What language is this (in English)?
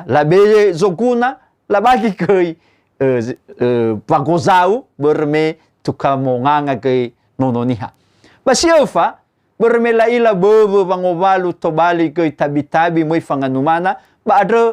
Nias